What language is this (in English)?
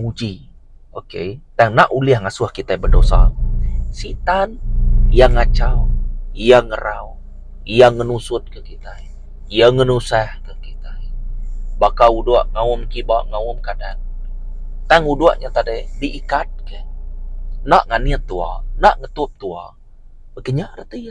Iban